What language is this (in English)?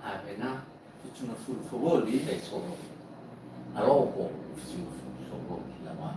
Nias